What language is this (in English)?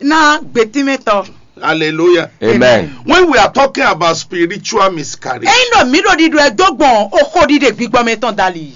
Fon